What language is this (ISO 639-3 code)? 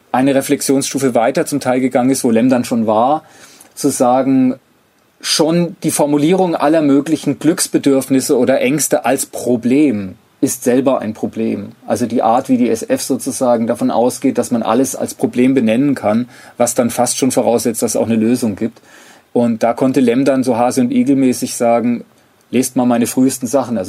deu